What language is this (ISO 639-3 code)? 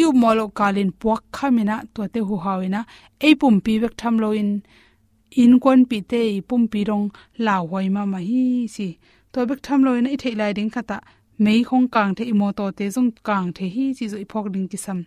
ctd